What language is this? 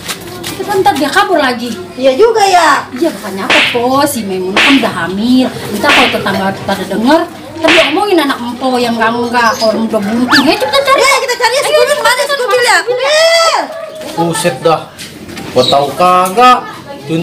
Betawi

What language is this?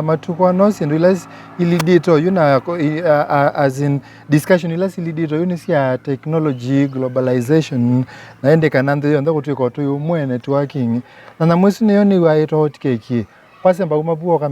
Kamba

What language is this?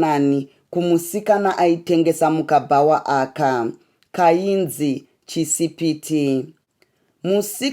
Shona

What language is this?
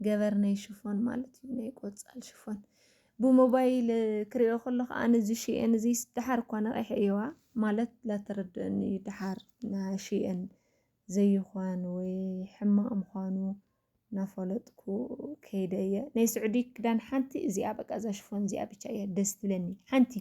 Tigrinya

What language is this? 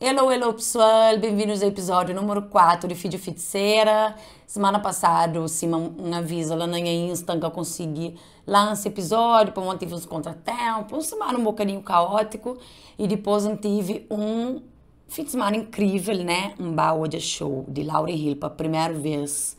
Kabuverdianu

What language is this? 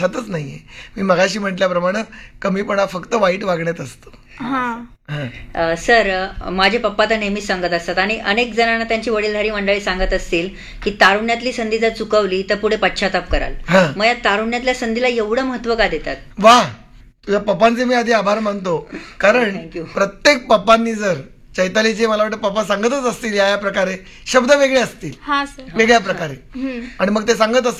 Marathi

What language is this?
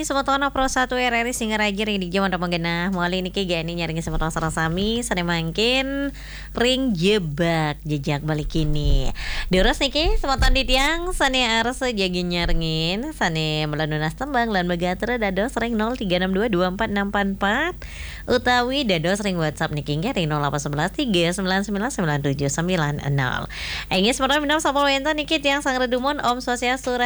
Balinese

